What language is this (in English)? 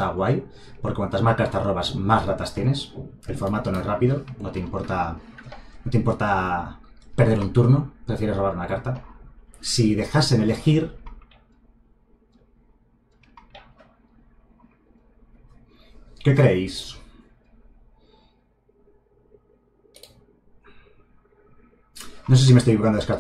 Spanish